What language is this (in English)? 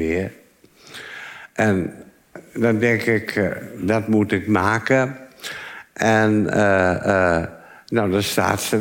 Dutch